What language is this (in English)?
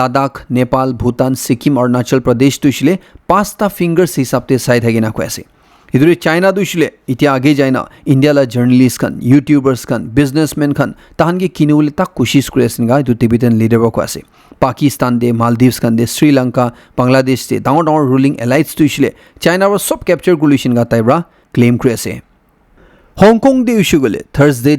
Naga Pidgin